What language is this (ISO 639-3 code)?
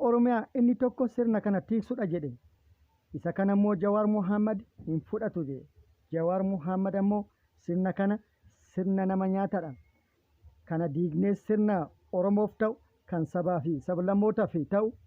orm